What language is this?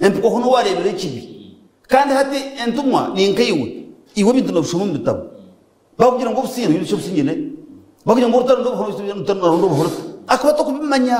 Nyankole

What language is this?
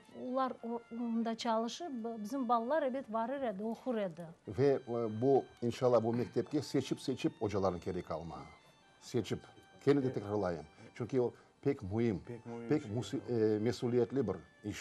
Crimean Tatar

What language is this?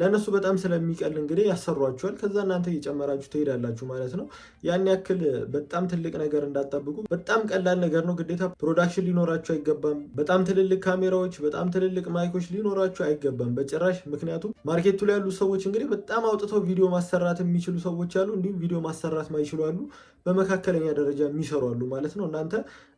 Amharic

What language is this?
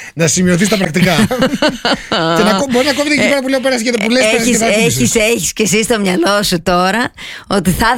Greek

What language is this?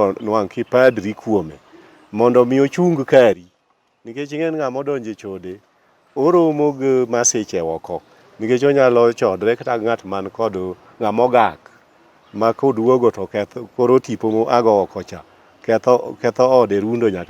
Luo (Kenya and Tanzania)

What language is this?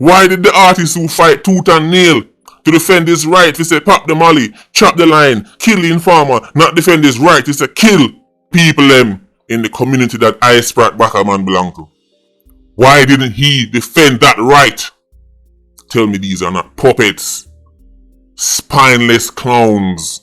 Jamaican Creole English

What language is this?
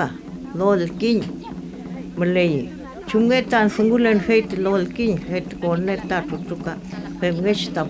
Mapuche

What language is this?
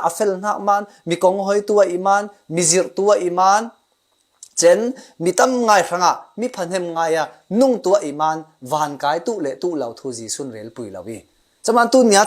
Falam Chin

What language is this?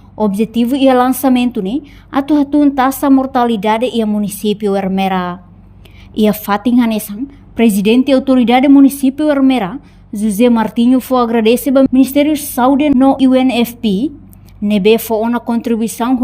Tetum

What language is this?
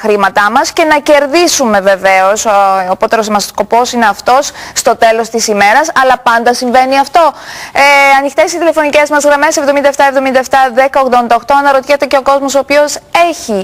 Greek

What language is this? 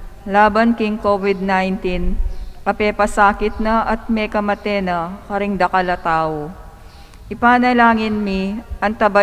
Pampanga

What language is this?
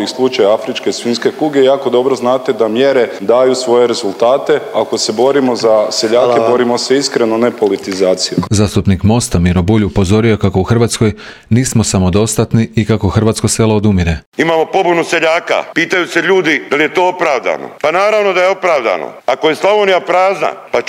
Croatian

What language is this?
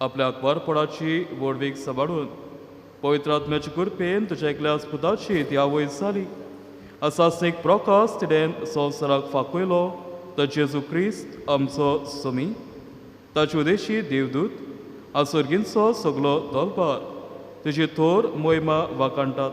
Konkani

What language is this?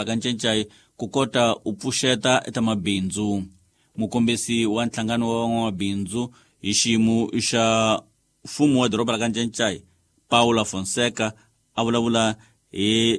Tsonga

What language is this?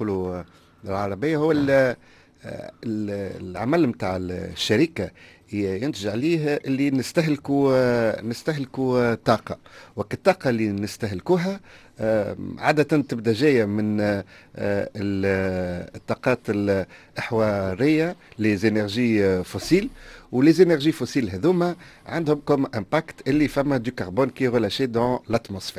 Tunisian Arabic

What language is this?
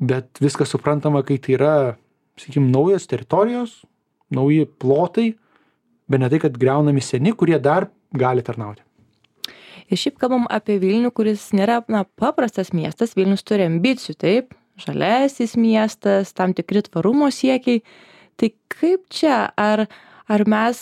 Lithuanian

